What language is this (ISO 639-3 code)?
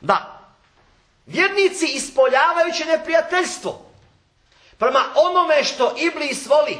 bos